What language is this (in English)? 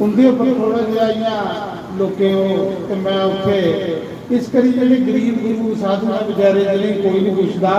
Dogri